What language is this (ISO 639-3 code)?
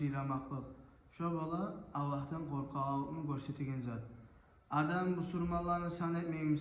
kum